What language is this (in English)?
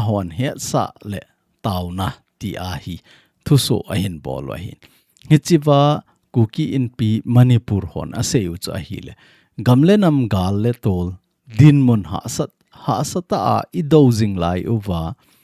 Thado Chin